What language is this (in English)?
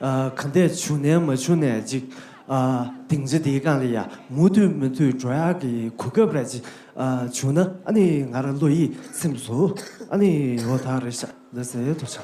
Tibetan